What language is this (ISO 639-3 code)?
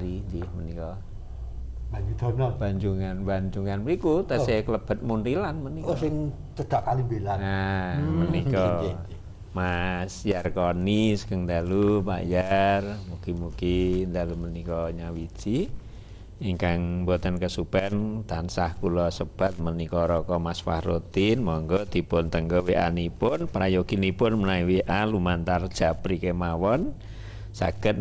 jav